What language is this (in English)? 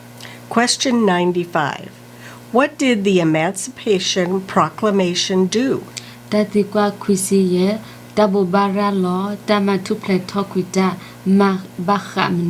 S'gaw Karen